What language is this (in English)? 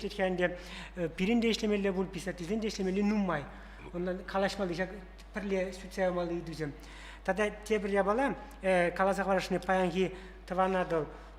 Chuvash